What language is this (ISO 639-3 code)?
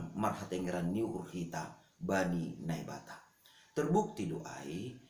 bts